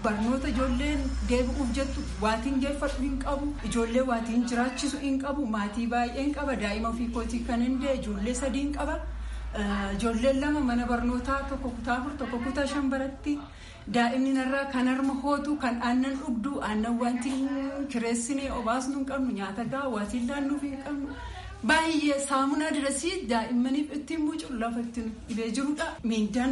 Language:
Oromo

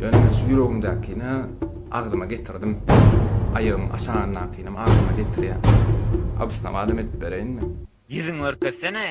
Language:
Turkmen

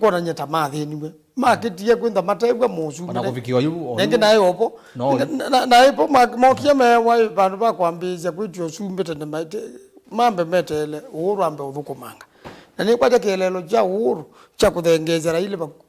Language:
Kamba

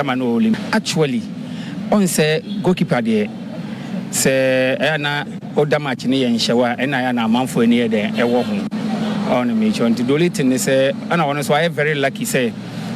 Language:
Akan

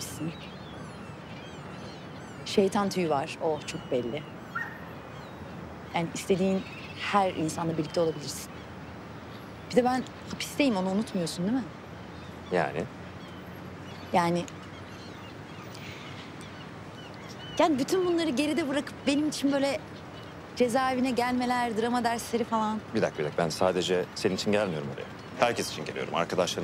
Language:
Turkish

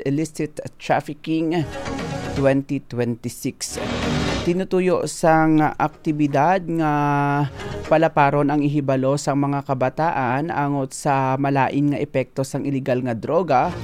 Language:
Hiligaynon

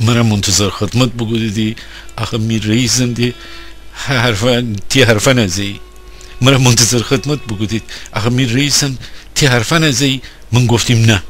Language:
Gilaki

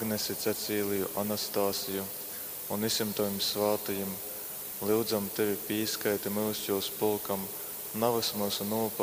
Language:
Latgalian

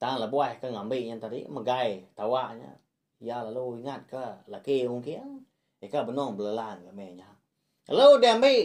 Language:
Iban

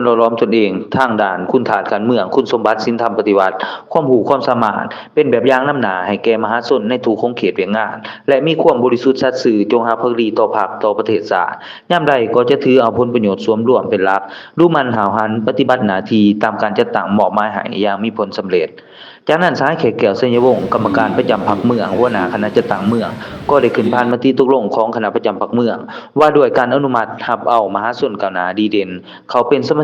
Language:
Lao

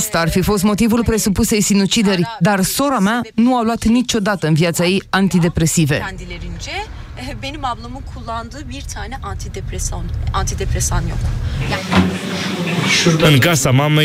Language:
Romanian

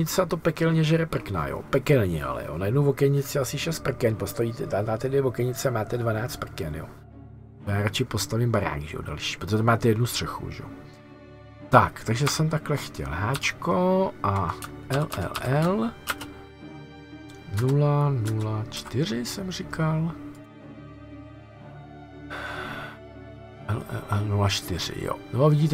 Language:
Czech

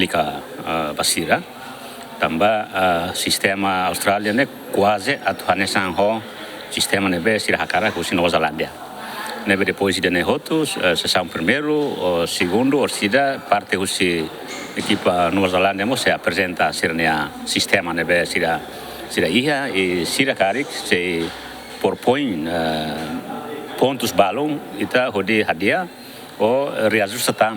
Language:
Tetum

